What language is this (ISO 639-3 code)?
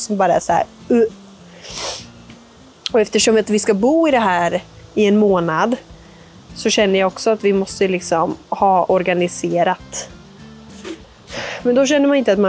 swe